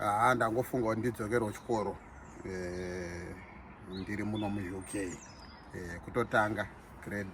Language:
Shona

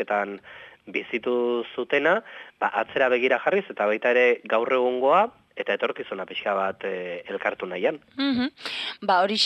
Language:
Basque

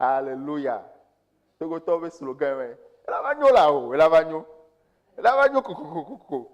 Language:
Ewe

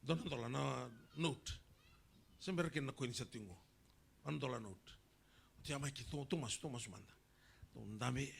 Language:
Fijian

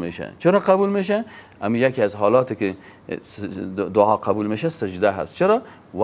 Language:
Persian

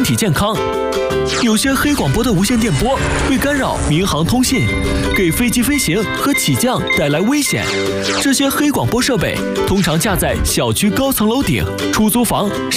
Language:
Chinese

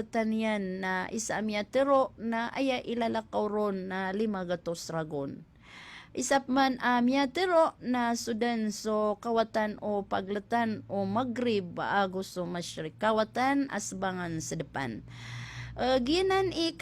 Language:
Maranao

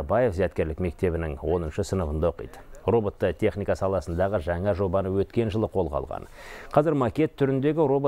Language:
Kazakh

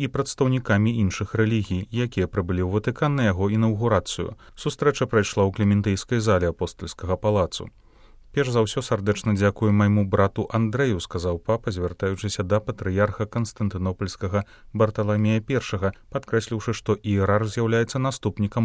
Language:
Belarusian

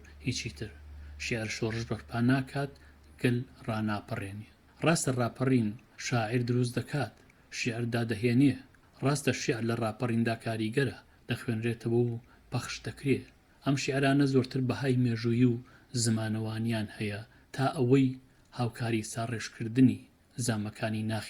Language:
Central Kurdish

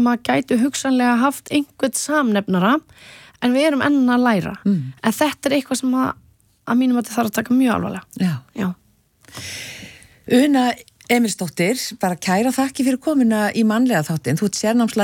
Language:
Icelandic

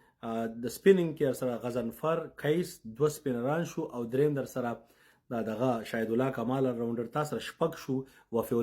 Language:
Pashto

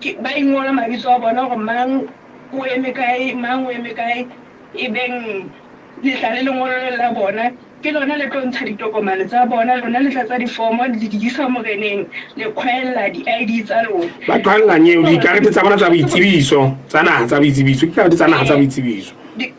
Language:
Southern Sotho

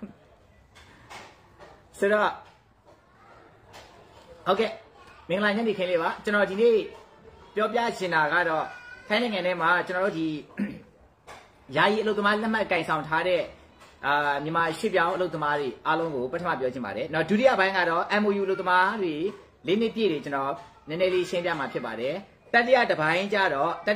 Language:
Burmese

